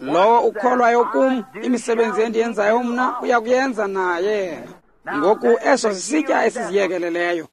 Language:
Xhosa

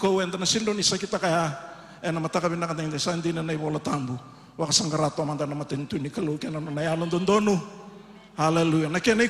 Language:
Fijian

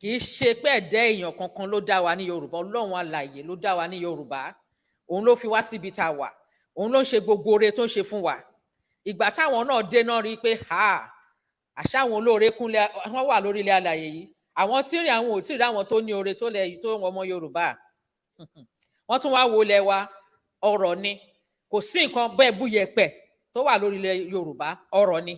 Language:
Yoruba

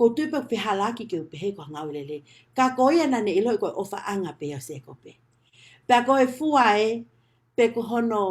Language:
Tongan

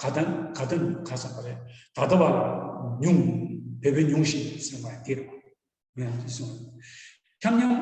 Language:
Tibetan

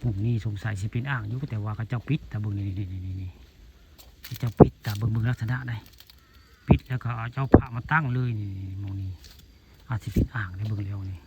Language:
Northeastern Thai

